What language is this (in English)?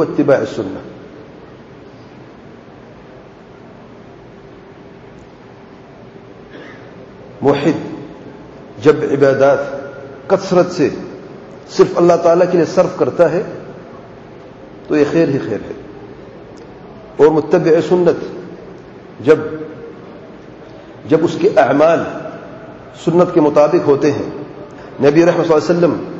Urdu